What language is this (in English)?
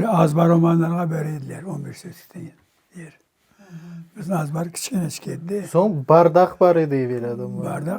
Crimean Tatar